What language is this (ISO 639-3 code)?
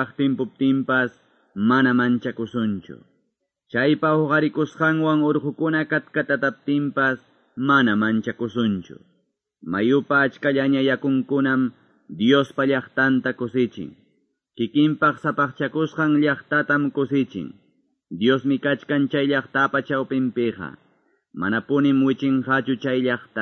que